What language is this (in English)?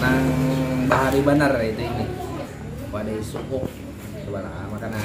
Banjar